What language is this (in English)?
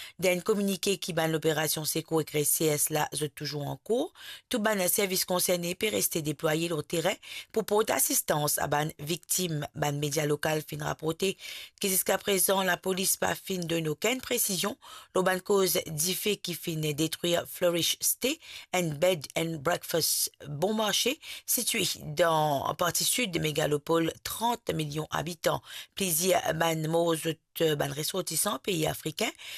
Morisyen